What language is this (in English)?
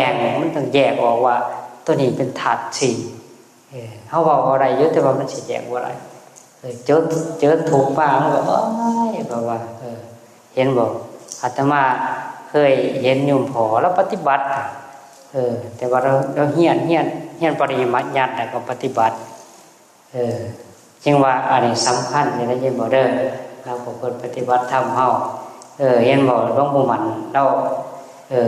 Northeastern Thai